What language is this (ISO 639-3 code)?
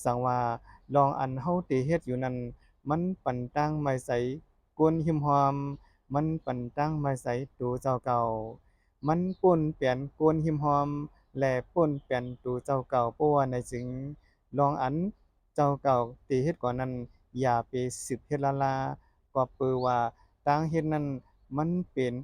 shn